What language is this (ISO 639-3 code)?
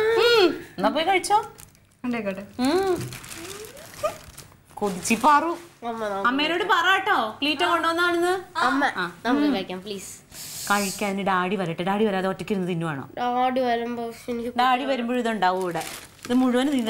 mal